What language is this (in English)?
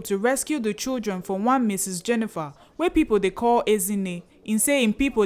Nigerian Pidgin